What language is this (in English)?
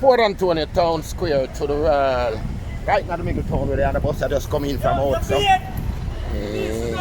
Jamaican Creole English